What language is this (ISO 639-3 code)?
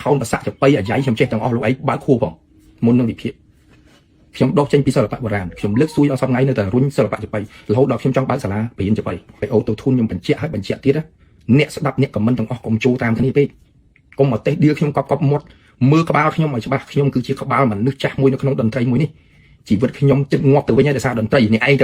khm